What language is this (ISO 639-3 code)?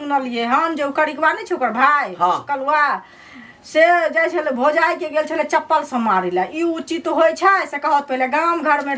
mai